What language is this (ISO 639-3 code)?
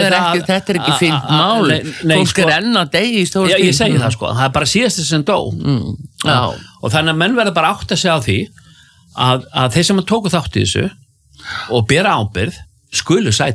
isl